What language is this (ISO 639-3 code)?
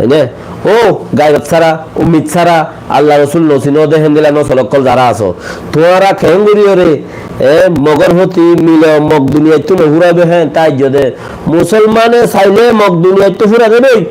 rhg